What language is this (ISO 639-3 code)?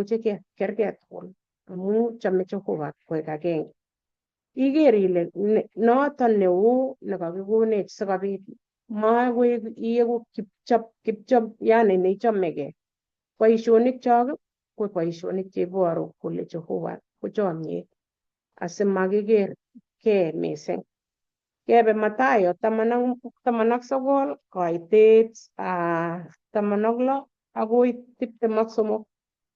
kln